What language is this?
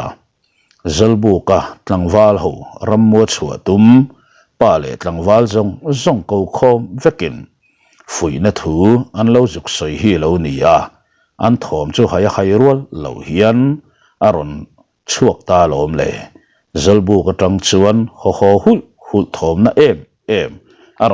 Mizo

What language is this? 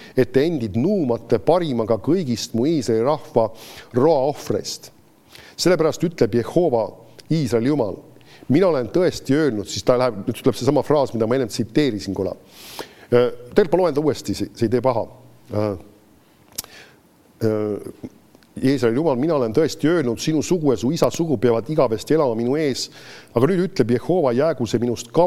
Estonian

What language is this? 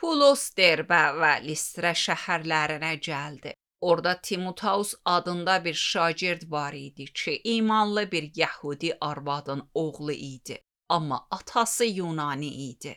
Azerbaijani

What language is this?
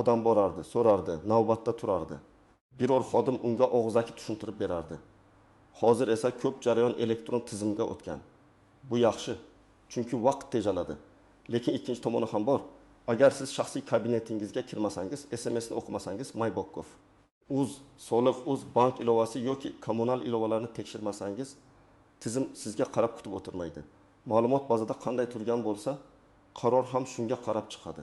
Uzbek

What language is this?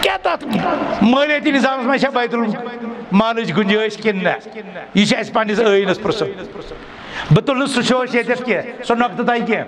Kashmiri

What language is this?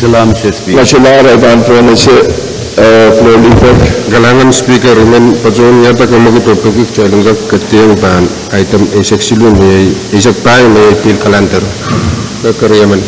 Pohnpeian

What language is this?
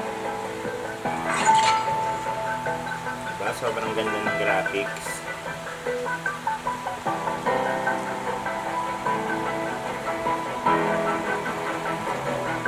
Filipino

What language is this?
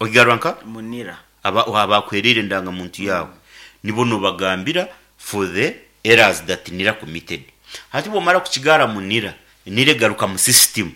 Nyankole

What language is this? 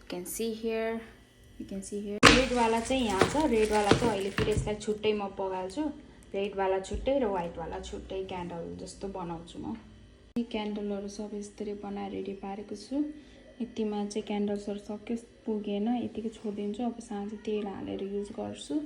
Nepali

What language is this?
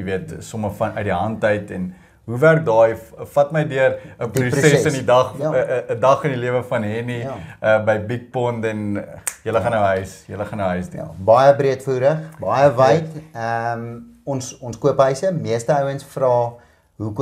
Afrikaans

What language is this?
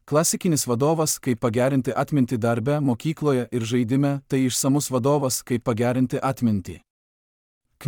Lithuanian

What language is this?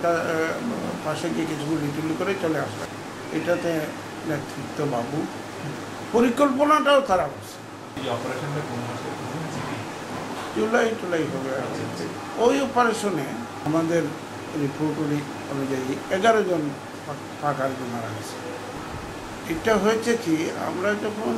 Bangla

